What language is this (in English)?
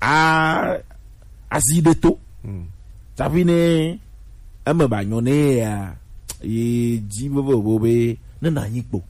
Gen